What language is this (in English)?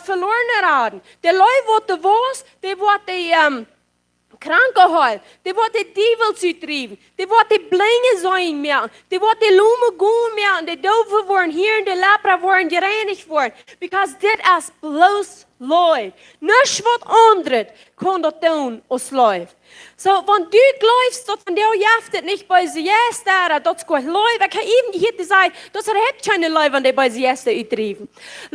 Plautdietsch